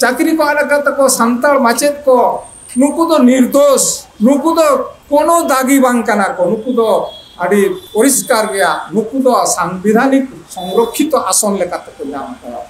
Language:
Santali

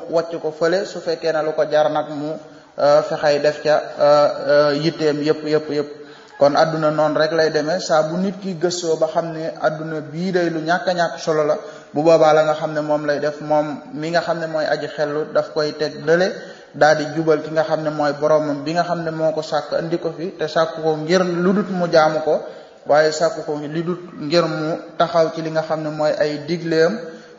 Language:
Wolof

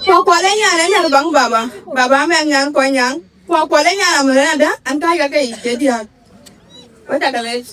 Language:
Dinka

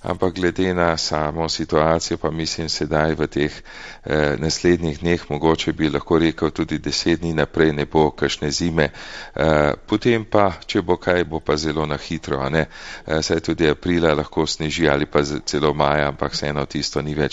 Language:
Slovenian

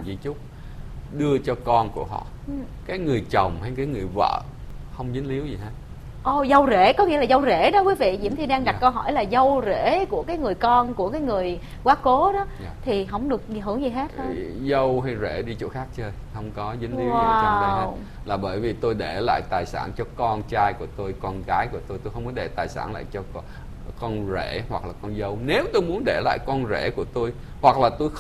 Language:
Vietnamese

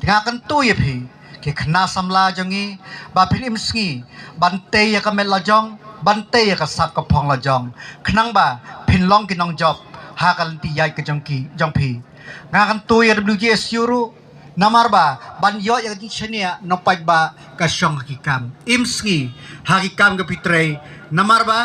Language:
Khasi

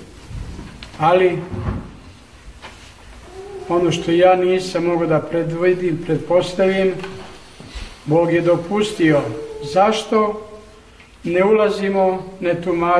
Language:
Serbian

